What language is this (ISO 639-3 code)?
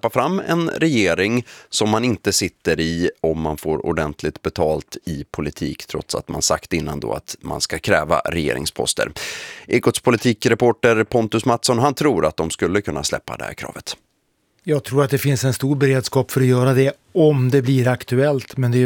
swe